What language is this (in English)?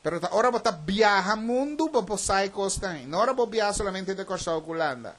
Papiamento